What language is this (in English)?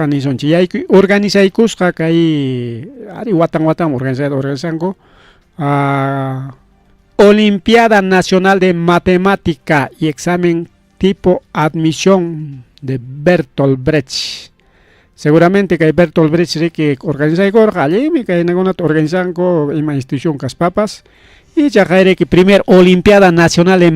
Ayacucho Quechua